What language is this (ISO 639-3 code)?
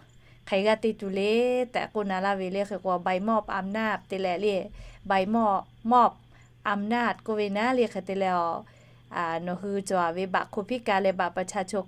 lhu